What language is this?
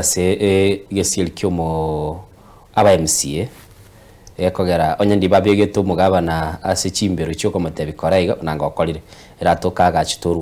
Gusii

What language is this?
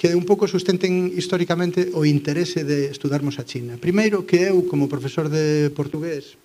Galician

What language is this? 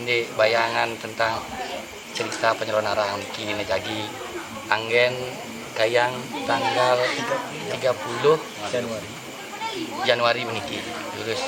Balinese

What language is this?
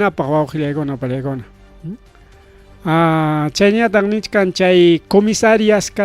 Ayacucho Quechua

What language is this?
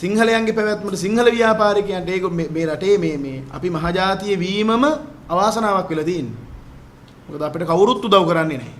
Sinhala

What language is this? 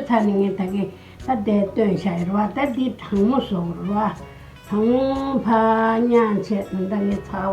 Tibetan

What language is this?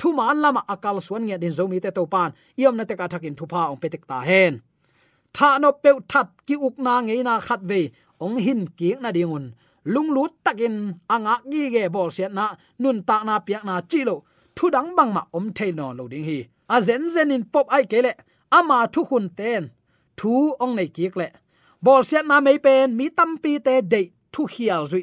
Tedim Chin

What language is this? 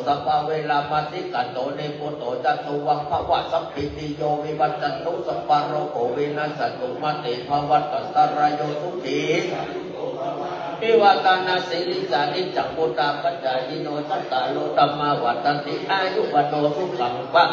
Pali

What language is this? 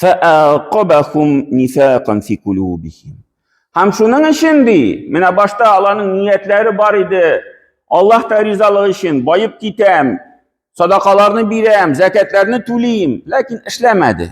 Tatar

